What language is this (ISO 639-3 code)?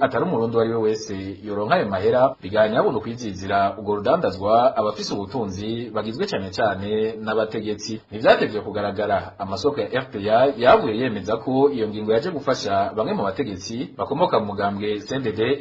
run